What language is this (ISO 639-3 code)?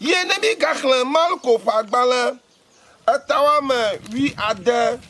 ewe